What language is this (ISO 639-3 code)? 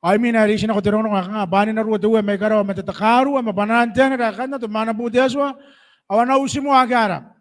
gil